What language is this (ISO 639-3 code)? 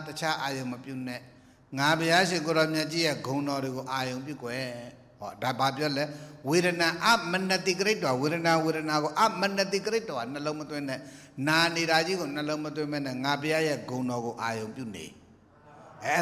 mya